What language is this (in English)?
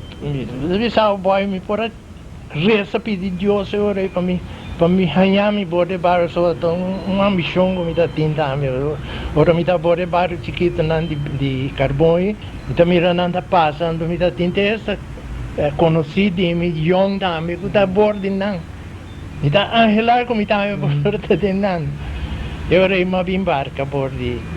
Papiamento